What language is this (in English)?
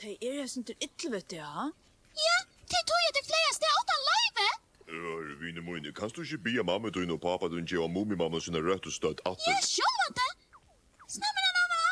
Faroese